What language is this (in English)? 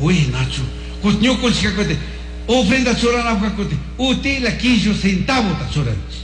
Chimborazo Highland Quichua